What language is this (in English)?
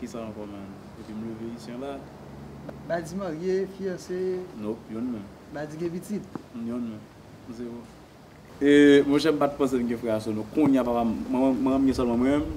Haitian Creole